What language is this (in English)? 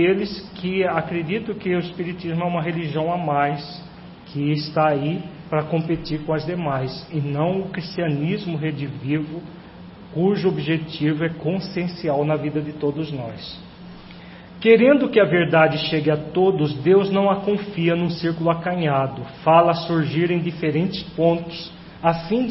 Portuguese